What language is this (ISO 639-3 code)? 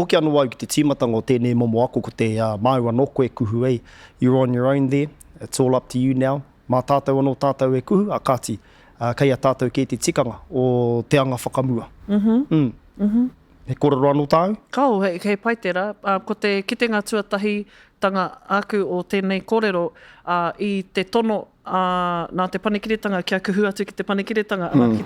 mri